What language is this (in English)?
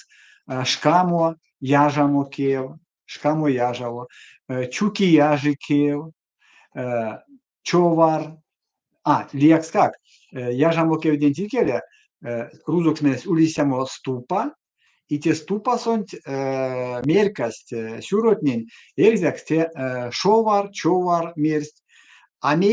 Erzya